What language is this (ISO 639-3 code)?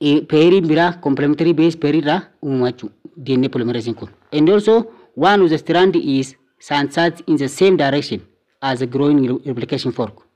orm